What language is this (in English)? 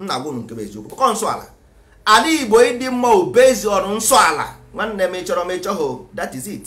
Igbo